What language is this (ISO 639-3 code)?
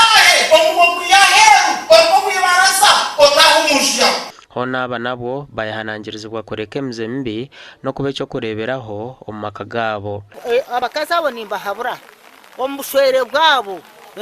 nyn